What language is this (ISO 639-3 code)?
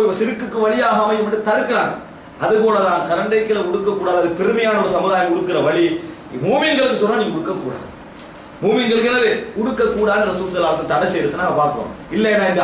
tam